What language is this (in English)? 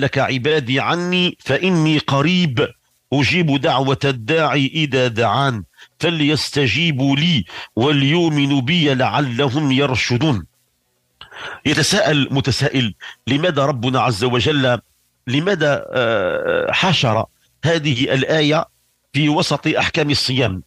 Moroccan Arabic